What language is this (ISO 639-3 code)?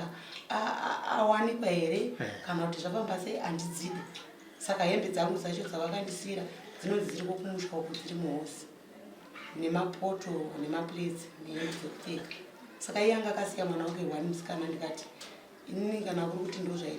sna